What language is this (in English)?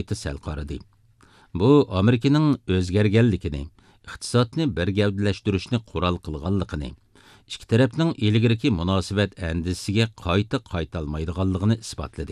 Uyghur